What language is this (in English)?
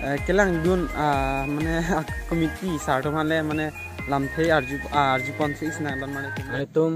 Karbi